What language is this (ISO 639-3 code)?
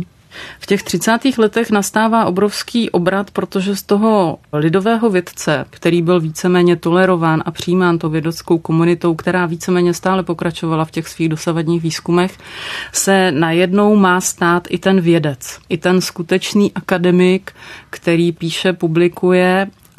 ces